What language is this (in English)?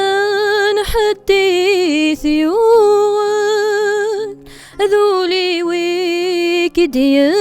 Kabyle